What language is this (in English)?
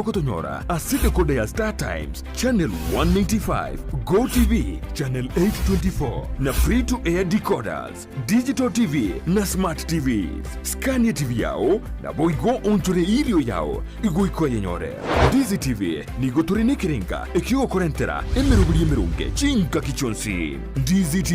Gusii